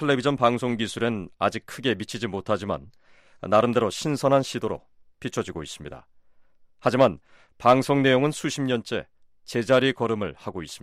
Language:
Korean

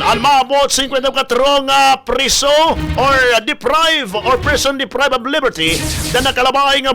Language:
Waray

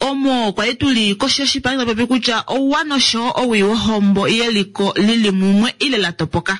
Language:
Kuanyama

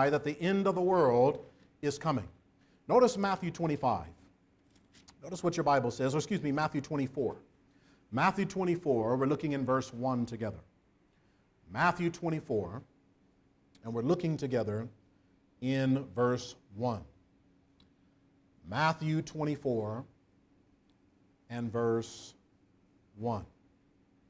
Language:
English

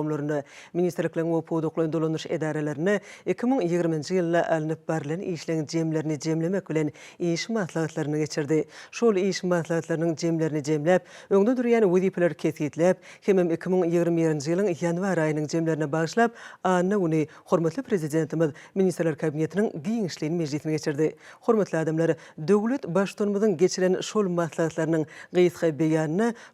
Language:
Turkmen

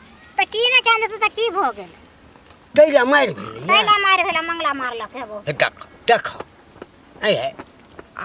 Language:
Maithili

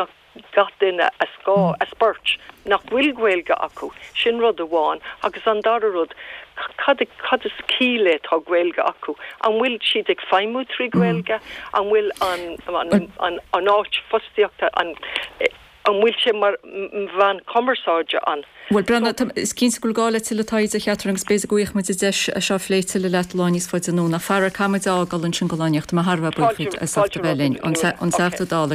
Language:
Irish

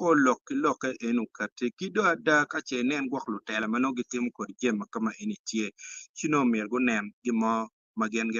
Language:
Acoli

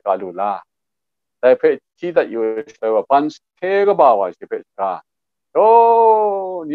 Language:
Kachin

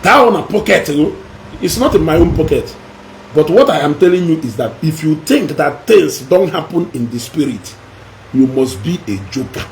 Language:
Igbo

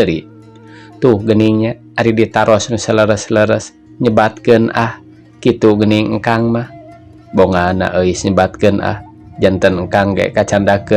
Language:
Sundanese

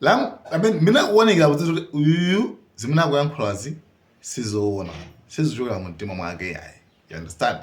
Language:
Nyanja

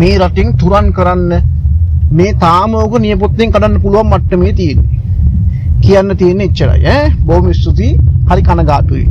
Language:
Sinhala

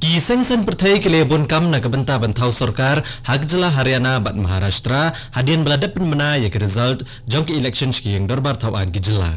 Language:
Khasi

